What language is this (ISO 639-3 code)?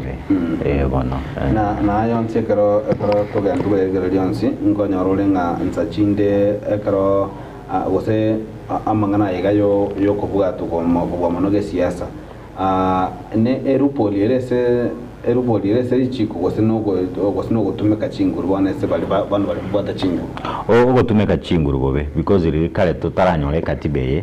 guz